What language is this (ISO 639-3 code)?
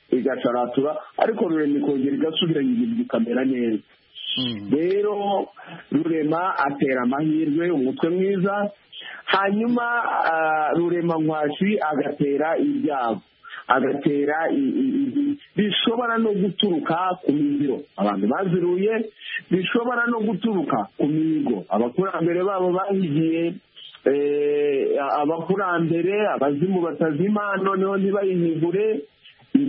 kin